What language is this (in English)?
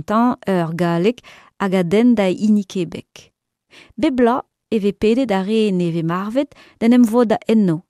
Breton